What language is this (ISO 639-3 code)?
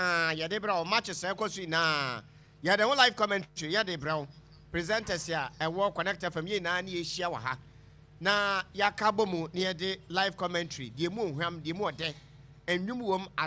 aka